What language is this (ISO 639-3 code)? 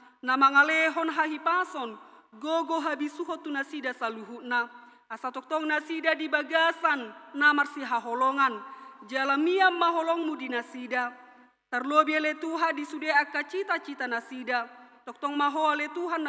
bbc